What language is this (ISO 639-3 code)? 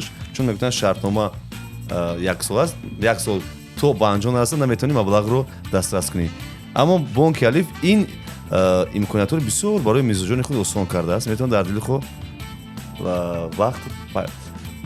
tgk